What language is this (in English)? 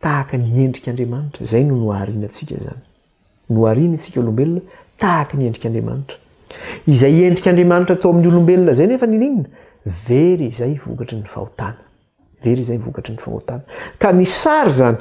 Malagasy